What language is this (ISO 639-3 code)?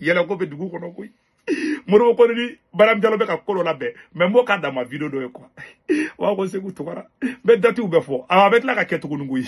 bam